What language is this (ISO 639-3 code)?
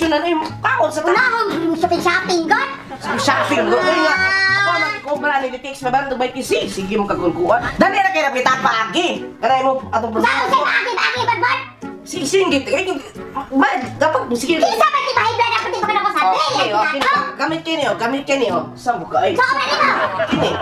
ceb